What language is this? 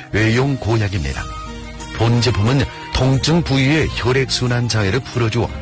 Korean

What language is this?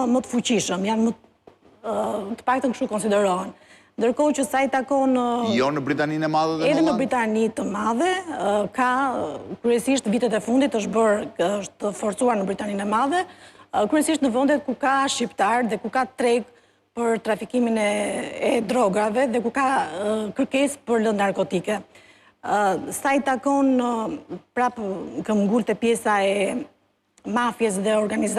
Albanian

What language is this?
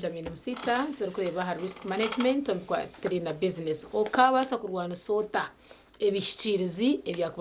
Nyankole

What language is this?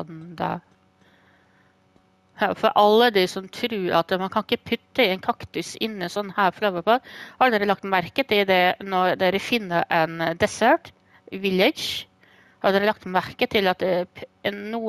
Norwegian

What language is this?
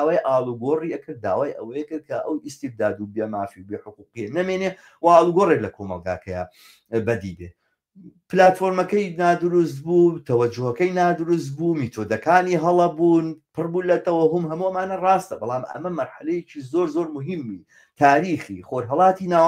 Central Kurdish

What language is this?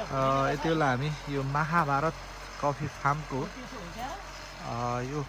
Nepali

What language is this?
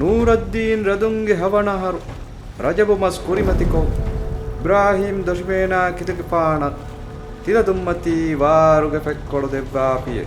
Divehi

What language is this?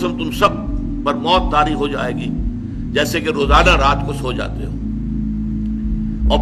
Urdu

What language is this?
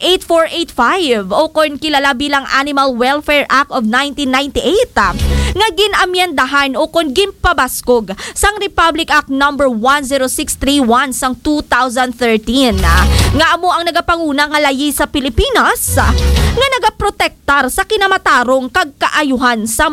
Hiligaynon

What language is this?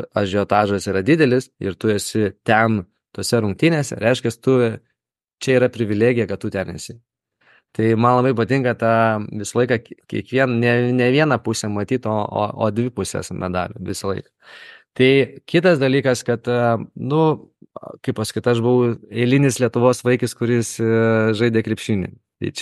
Lithuanian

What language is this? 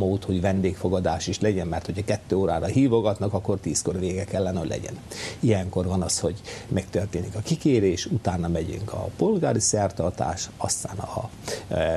Hungarian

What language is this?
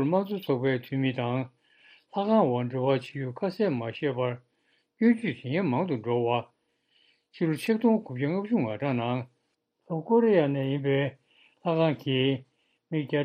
Tibetan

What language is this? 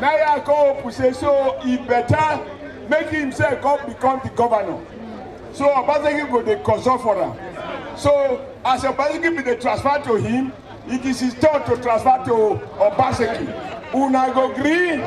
Nigerian Pidgin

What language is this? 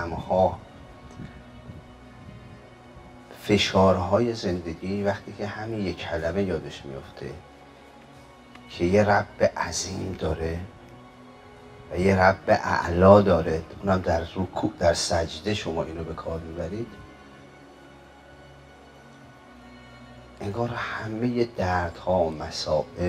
Persian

